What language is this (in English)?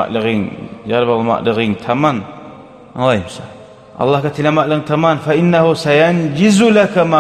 Kumyk